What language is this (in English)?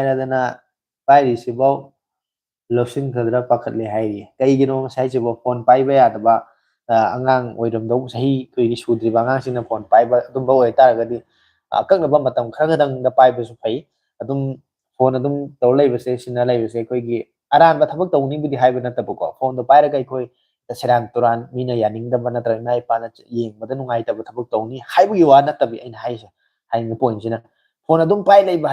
Manipuri